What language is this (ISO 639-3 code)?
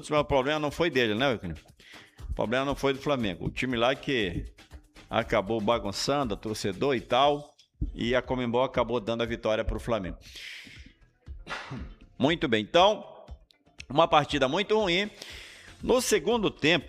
por